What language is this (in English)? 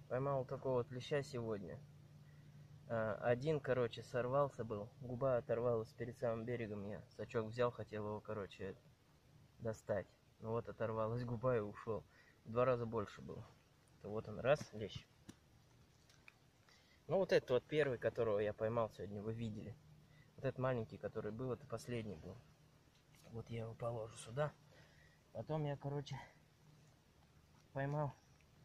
Russian